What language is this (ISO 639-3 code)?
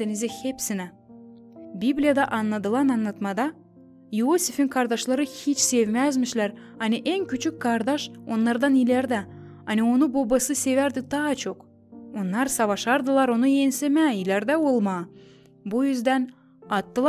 gag